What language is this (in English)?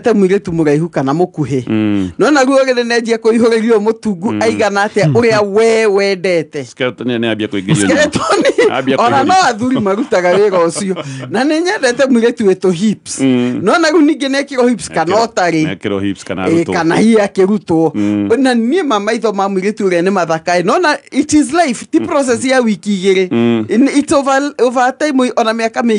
Kikuyu